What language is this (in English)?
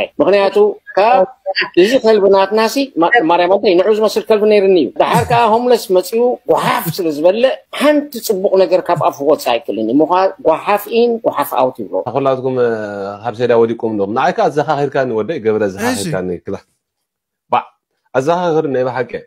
Tigrinya